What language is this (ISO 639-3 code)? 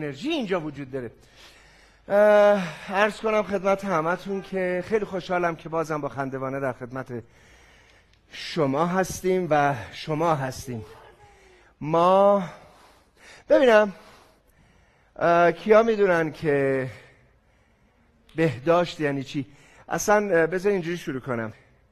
fas